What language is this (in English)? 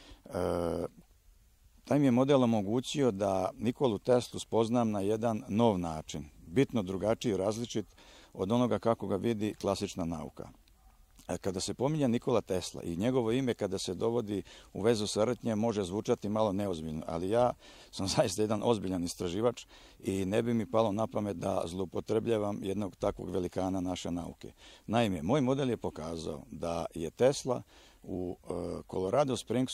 Serbian